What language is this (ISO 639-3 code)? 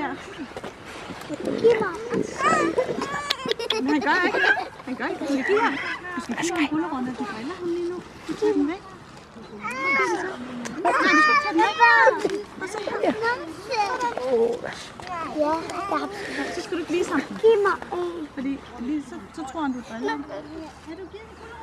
dan